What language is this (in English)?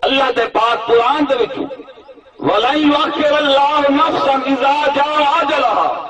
Saraiki